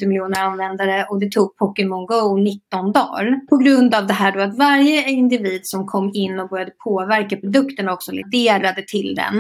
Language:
Swedish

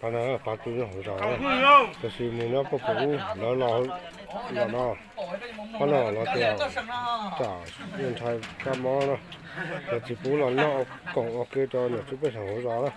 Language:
Hmong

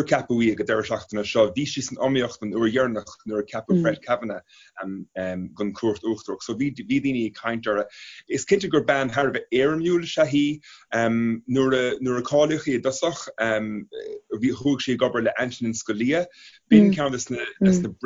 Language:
Irish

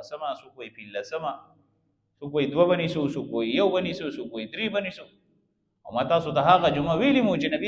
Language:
Pashto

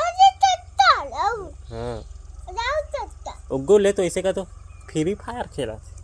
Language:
Chhattisgarhi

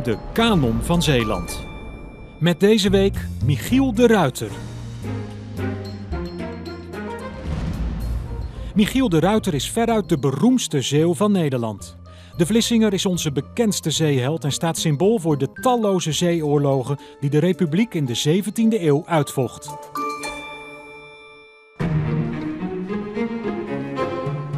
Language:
Dutch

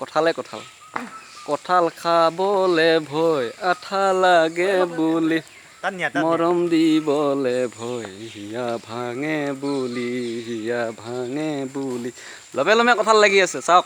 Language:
Assamese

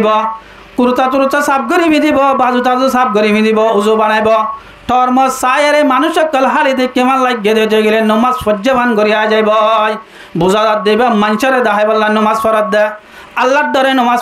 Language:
Rohingya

